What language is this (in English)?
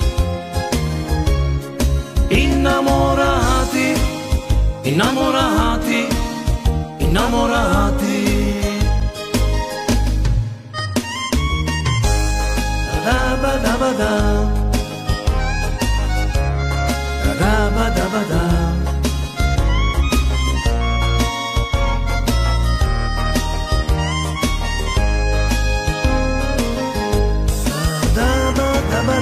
Italian